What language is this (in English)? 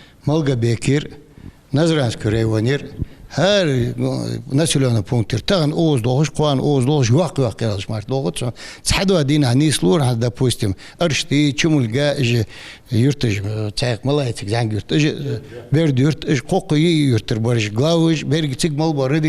Ingush